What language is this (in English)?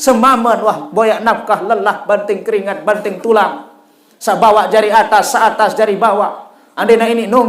Sasak